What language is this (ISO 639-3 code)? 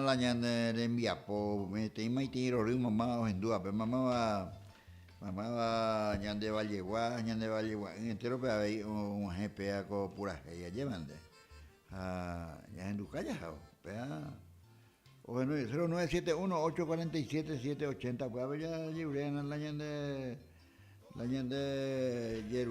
grn